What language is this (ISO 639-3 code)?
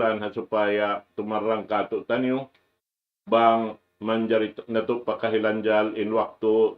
tsg